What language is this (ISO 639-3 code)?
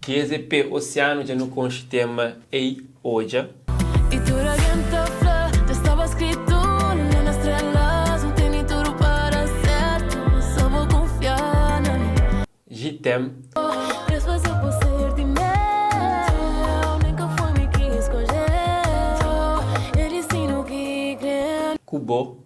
kea